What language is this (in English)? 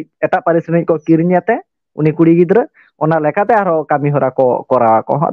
Santali